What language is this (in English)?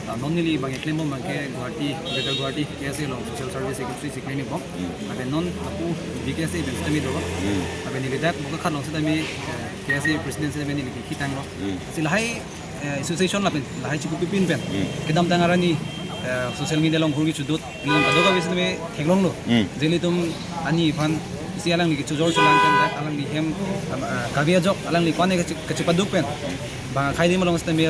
Karbi